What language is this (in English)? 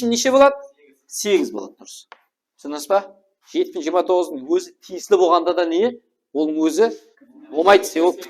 Kara-Kalpak